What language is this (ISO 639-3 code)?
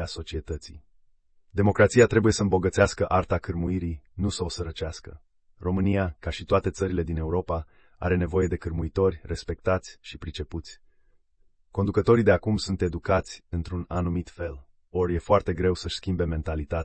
ron